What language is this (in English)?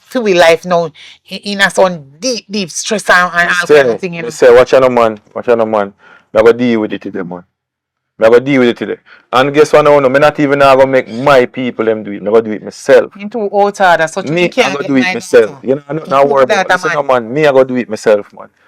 Jamaican Creole English